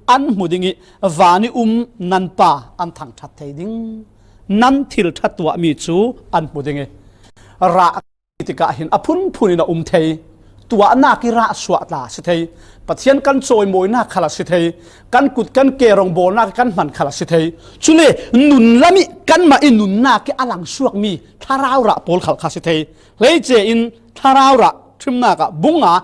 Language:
Falam Chin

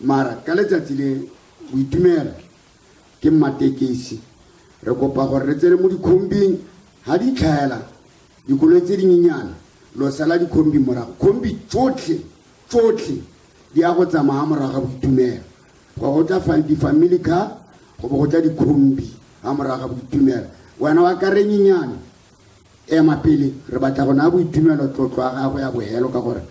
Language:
Tswana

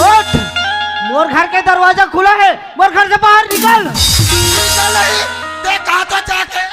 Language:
Chhattisgarhi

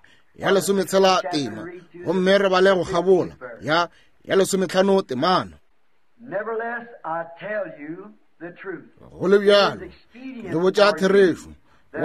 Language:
Northern Sotho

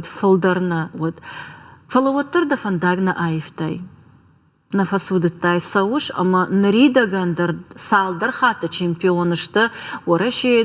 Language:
Ossetic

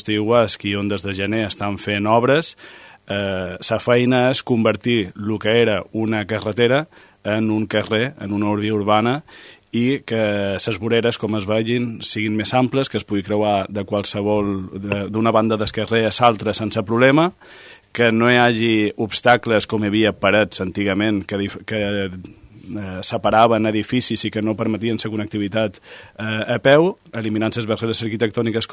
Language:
Catalan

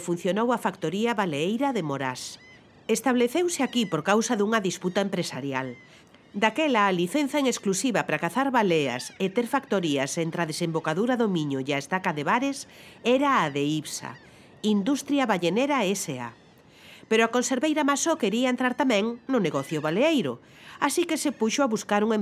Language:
Galician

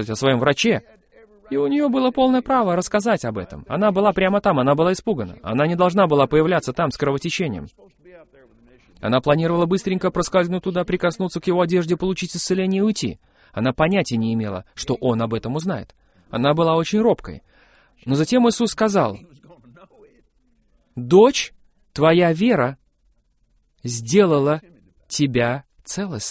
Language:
Russian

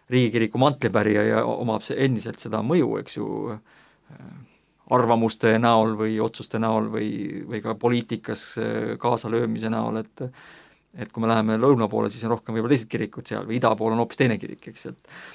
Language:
Estonian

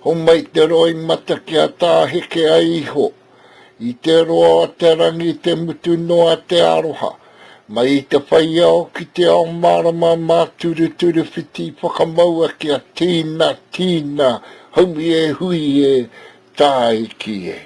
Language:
Māori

